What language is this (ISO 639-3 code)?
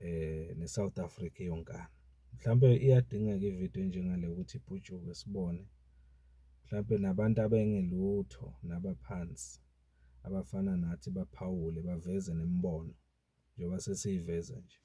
zul